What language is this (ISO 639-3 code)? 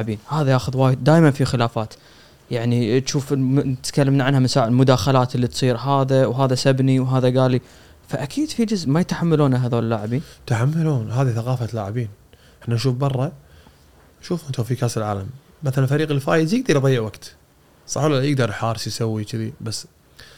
afb